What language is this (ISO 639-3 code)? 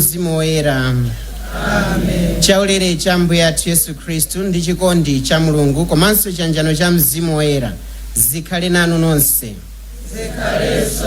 nya